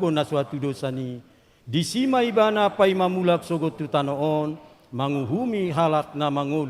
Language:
Batak Toba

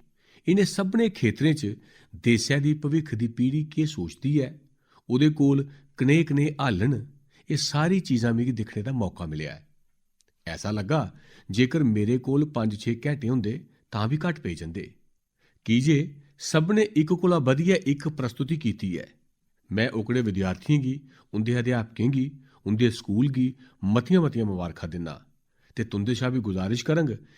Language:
Dogri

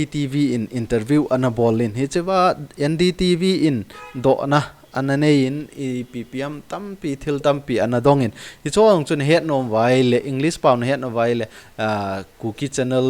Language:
Thado Chin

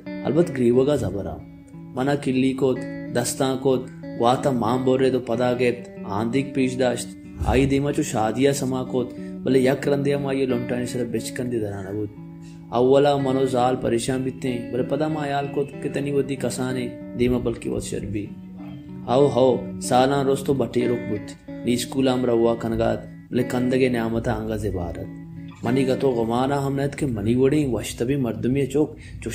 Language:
Baluchi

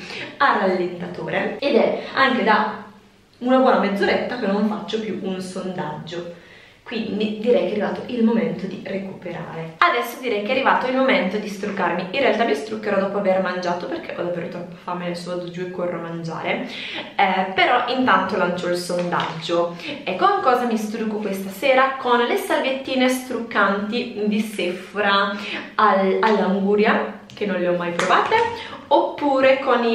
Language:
Italian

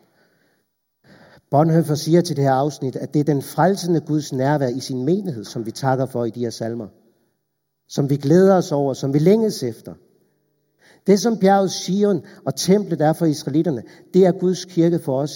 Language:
Danish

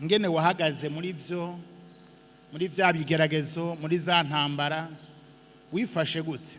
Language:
Rundi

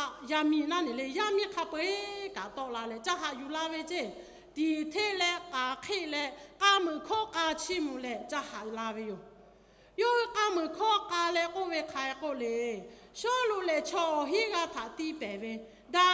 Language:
Lahu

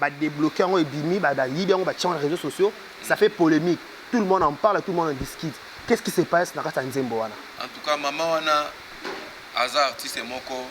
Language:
Lingala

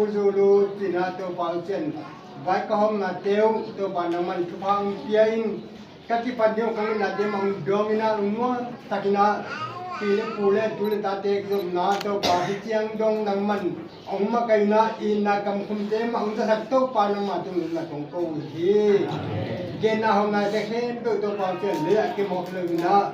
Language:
Tedim Chin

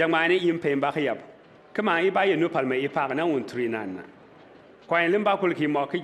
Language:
Bimoba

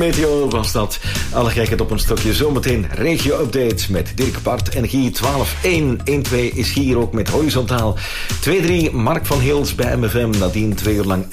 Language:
Dutch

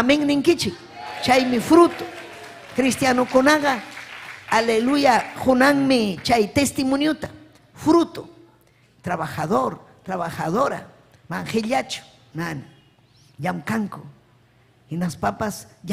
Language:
Ayacucho Quechua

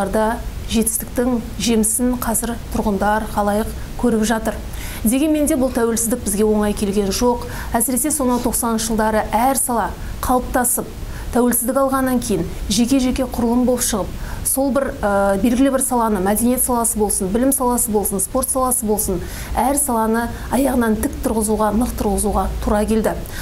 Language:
Kazakh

